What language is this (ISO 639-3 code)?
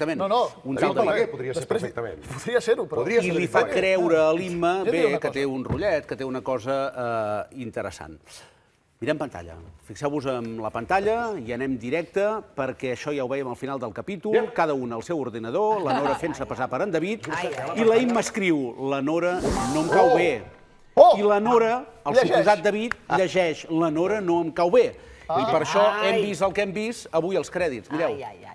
cat